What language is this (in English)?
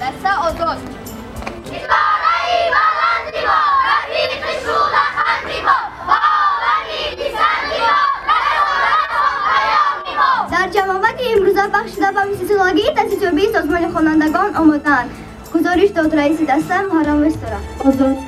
Tajik